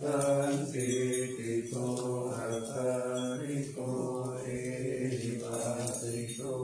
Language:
Pali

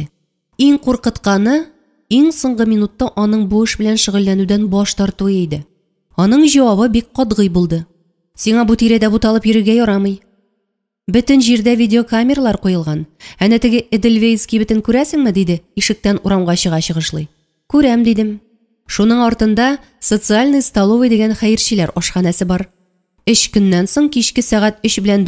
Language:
Tatar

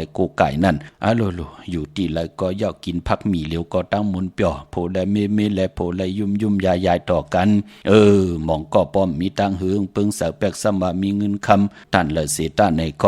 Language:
Shan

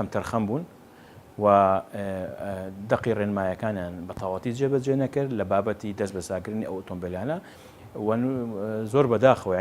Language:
Central Kurdish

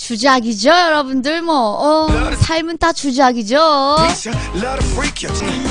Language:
Korean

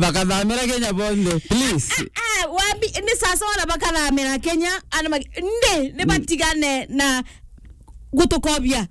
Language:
Meru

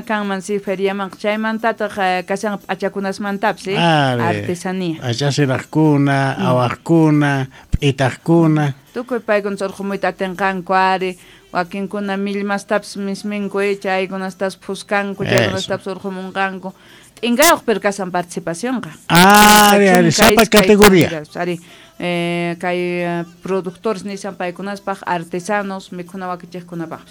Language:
South Bolivian Quechua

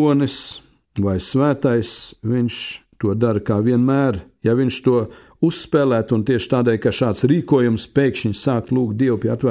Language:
Latvian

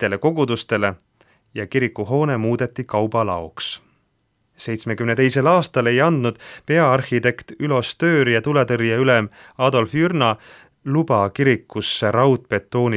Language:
Estonian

